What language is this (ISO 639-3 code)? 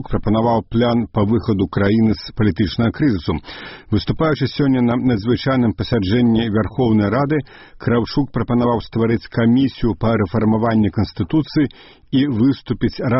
bel